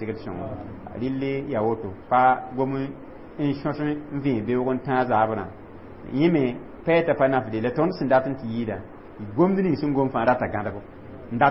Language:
Mossi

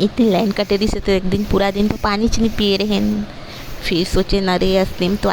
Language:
Chhattisgarhi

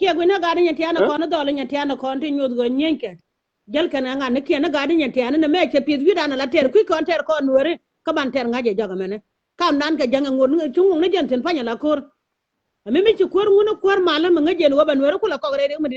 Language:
Nuer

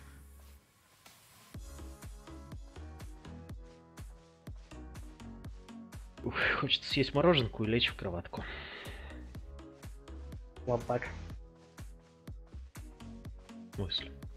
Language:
Russian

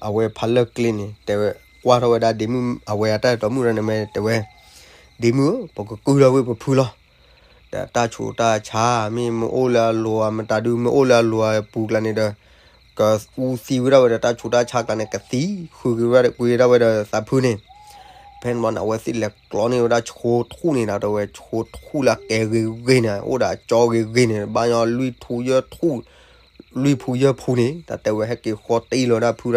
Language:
S'gaw Karen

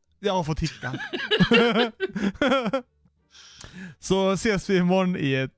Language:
Swedish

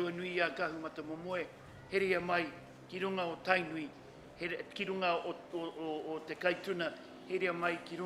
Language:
Māori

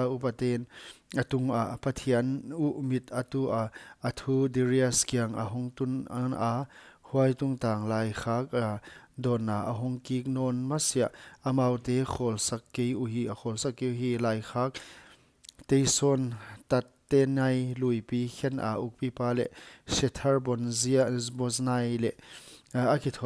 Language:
Paite Chin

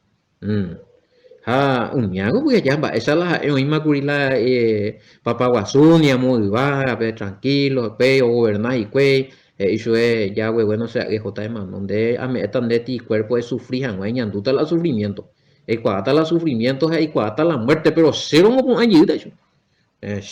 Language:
Guarani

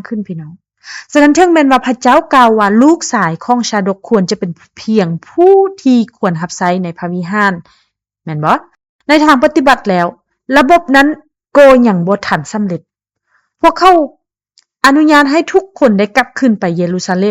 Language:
Lao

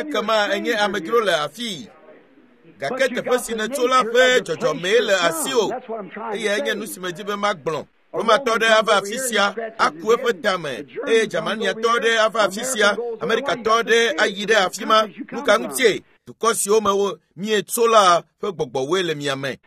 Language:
Ewe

